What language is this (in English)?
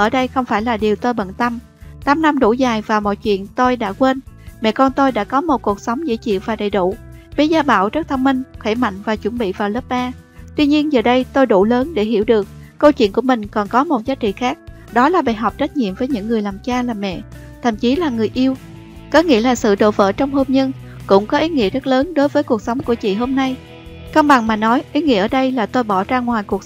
Vietnamese